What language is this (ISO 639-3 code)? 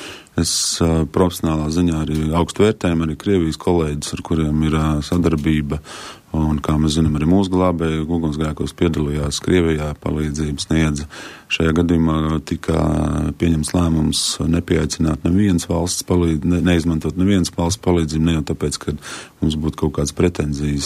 lav